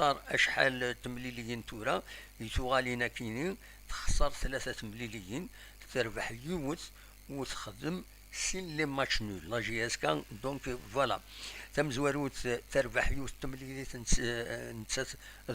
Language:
Kabyle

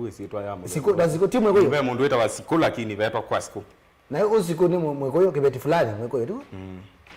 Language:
Kamba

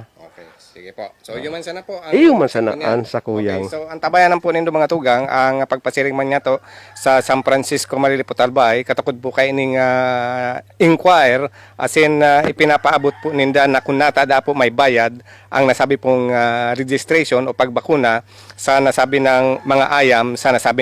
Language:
Bikol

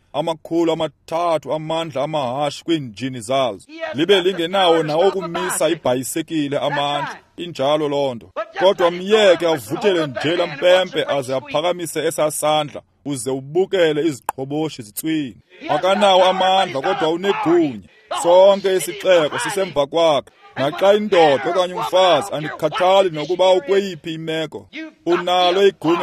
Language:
Xhosa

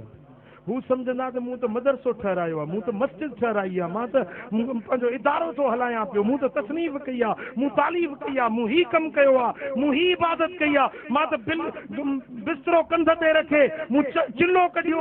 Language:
Sindhi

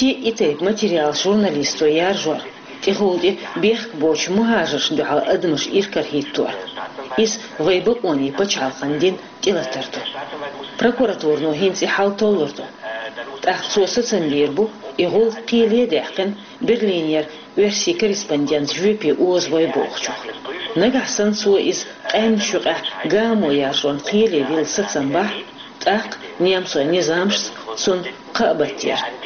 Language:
Chechen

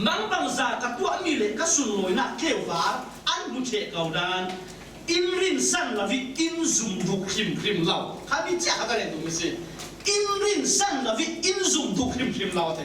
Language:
Falam Chin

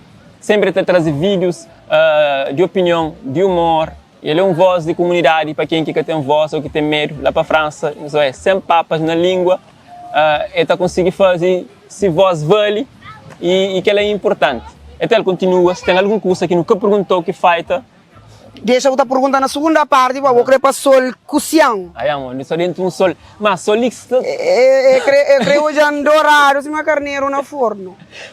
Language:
Kabuverdianu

